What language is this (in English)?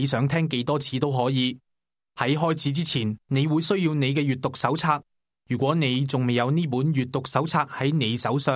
Cantonese